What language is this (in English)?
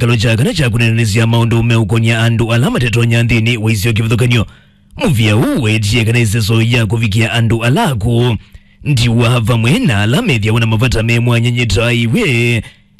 Kamba